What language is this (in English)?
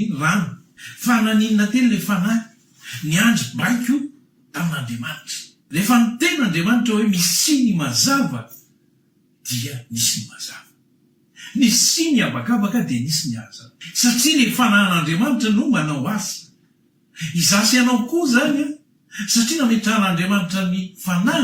Malagasy